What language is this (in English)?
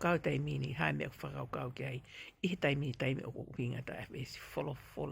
Tongan